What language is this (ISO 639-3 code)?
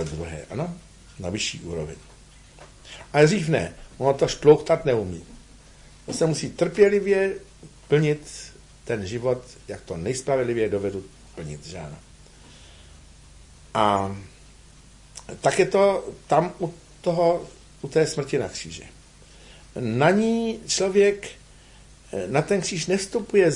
ces